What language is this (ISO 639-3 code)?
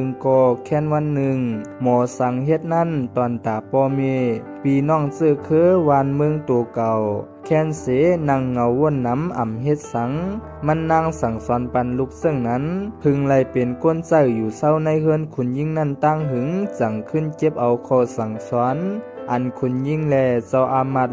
shn